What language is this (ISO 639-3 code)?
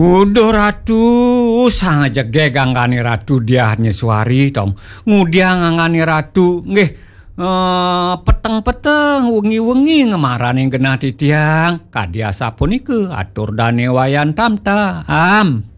ban